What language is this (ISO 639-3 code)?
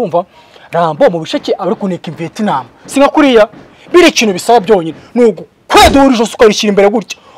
kin